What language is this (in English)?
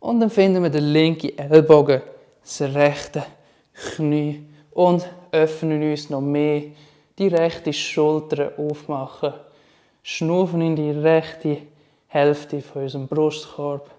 Swiss German